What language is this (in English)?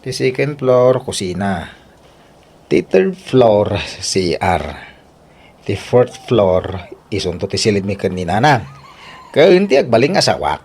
Iloko